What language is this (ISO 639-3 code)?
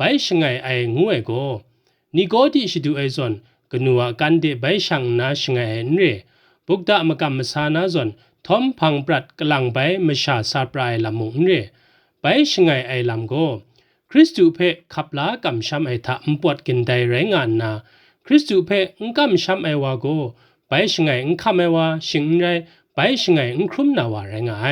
kac